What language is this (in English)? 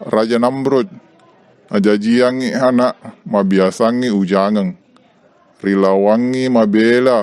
Buginese